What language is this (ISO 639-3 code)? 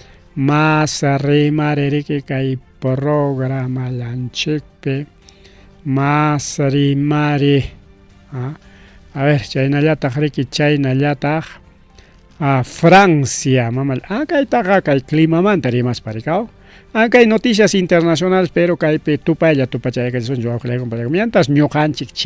quy